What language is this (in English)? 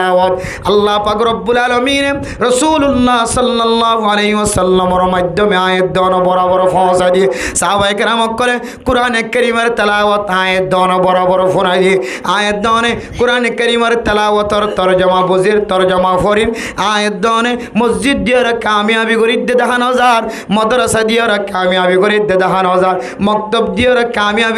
Rohingya